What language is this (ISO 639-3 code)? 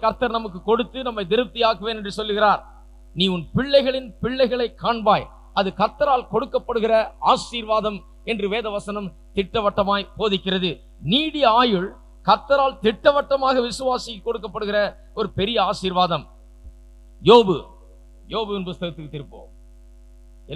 tam